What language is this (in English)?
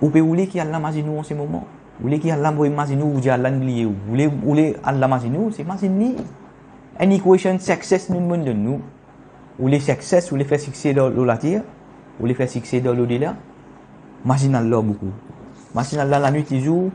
Morisyen